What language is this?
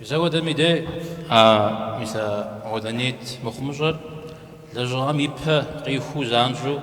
Kabardian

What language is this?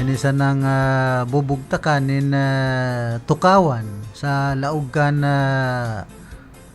Bikol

